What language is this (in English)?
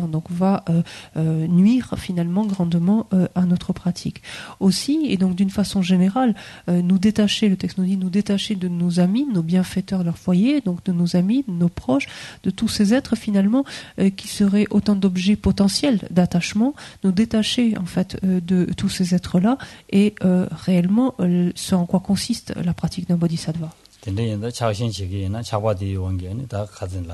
French